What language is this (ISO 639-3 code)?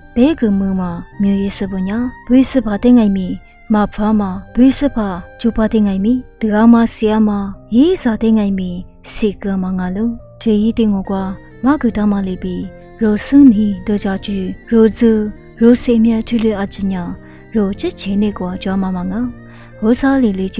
lis